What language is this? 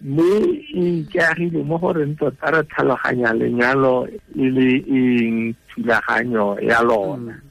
Tswana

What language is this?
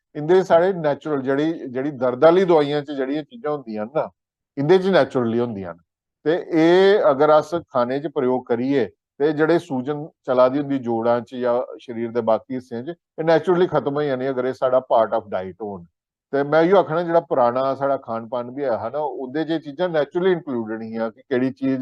Dogri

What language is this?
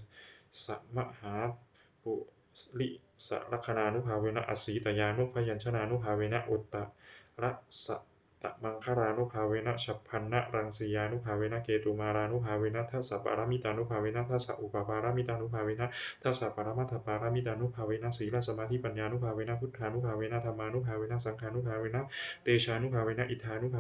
Pali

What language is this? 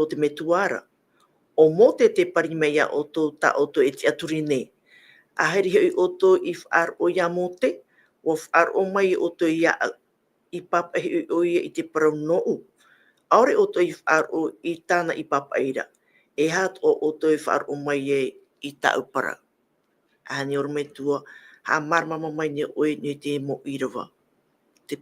Tahitian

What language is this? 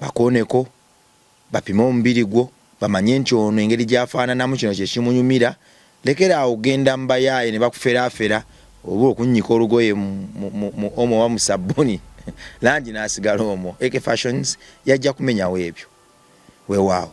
Ganda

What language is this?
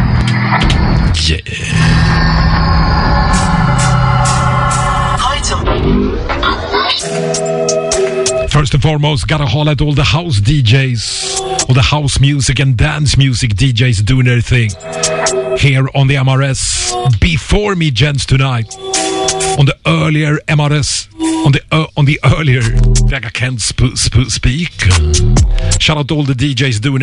English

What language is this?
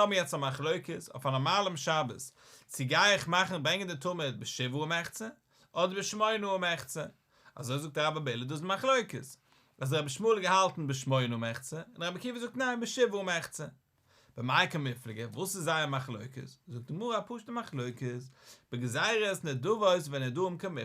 Yiddish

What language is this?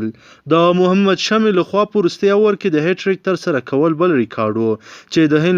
Pashto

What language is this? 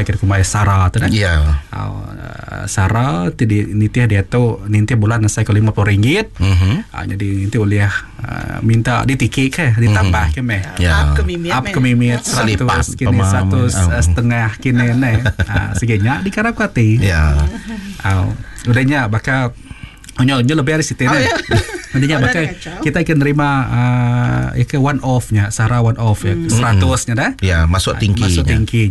Malay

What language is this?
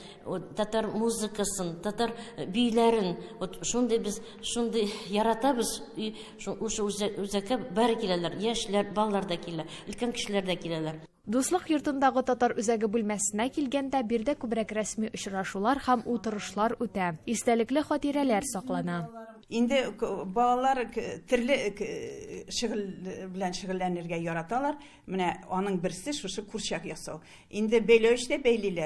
Tatar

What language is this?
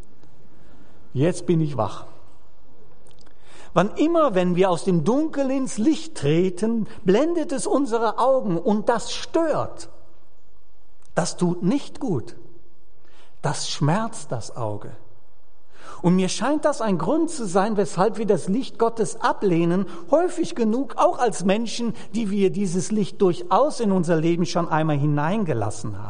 German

